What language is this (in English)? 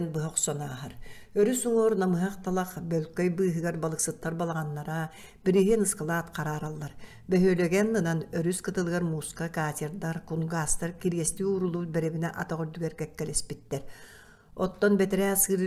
Yakut